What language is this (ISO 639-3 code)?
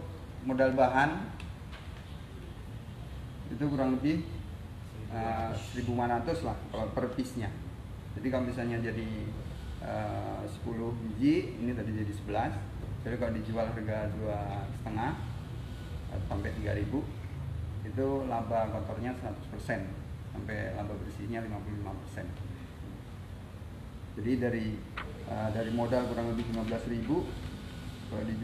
ind